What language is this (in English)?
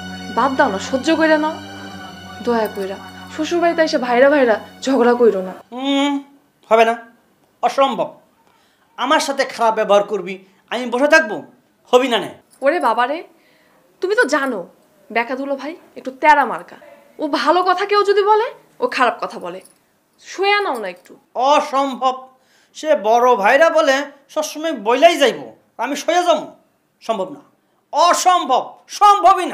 Bangla